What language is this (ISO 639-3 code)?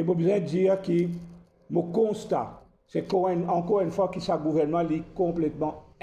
mfe